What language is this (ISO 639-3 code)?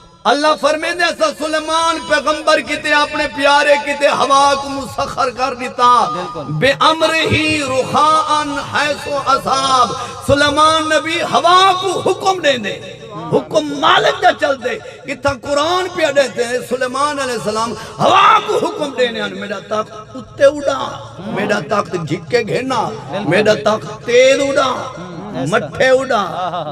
skr